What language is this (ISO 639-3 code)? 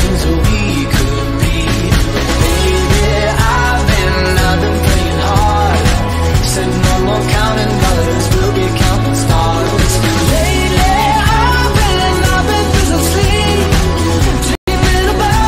eng